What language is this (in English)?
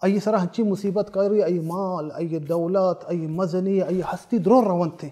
Baluchi